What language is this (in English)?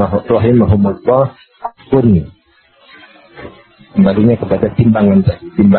Indonesian